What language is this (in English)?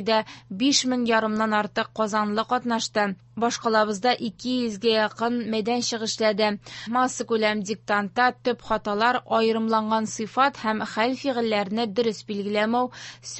Tatar